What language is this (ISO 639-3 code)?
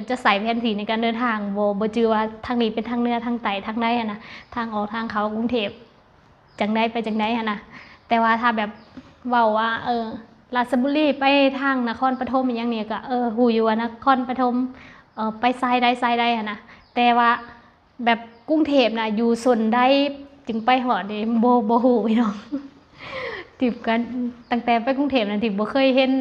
lao